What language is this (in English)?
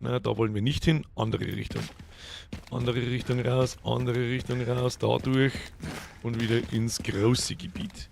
Bavarian